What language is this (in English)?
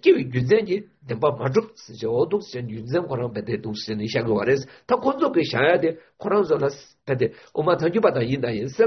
Chinese